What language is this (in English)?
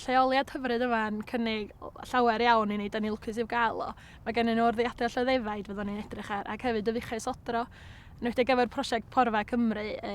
Welsh